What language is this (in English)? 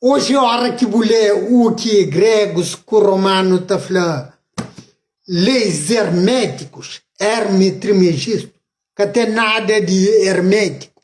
Kabuverdianu